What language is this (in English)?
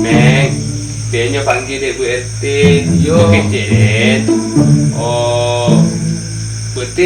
Minangkabau